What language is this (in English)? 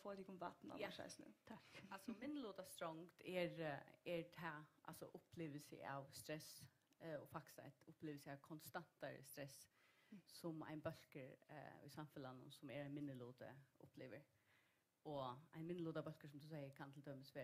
Faroese